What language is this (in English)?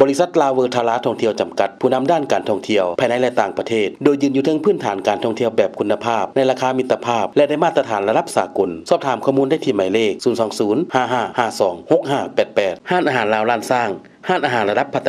Lao